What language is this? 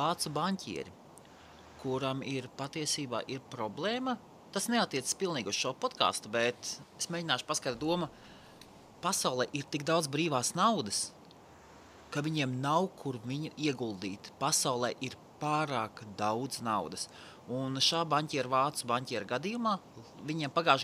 Latvian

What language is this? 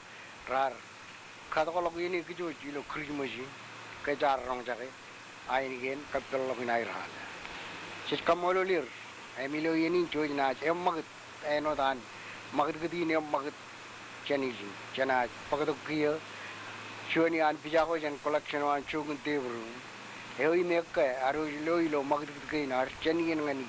Marshallese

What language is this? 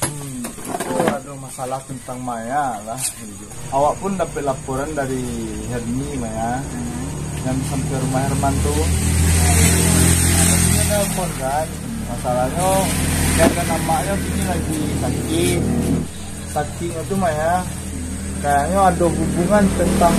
Minangkabau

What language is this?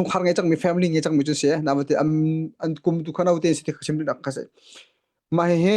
Hakha Chin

